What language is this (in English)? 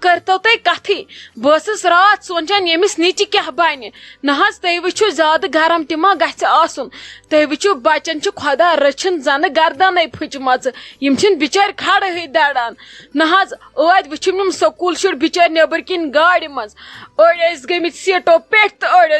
Kashmiri